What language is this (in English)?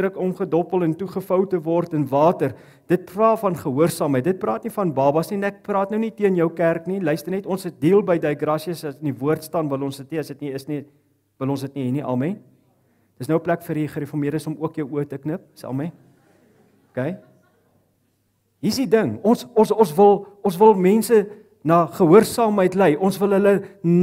Afrikaans